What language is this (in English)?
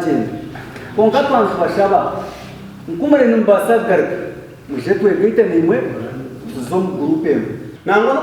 Nyankole